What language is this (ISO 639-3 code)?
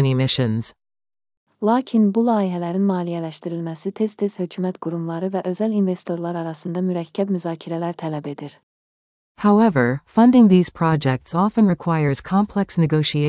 aze